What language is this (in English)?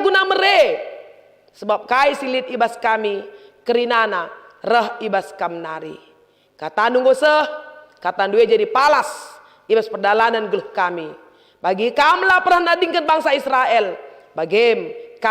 Batak Karo